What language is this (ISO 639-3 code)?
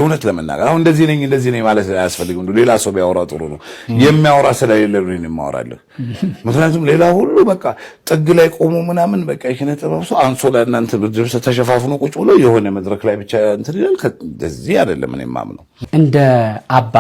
amh